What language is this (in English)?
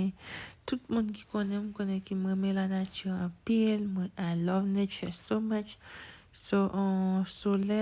Haitian Creole